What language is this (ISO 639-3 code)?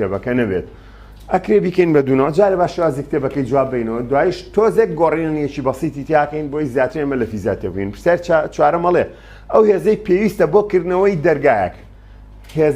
ckb